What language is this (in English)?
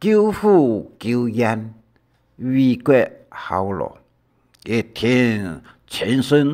Hakka Chinese